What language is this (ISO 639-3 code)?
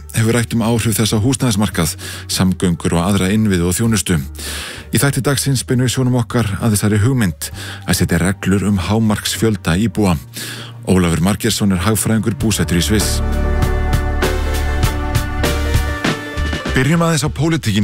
isl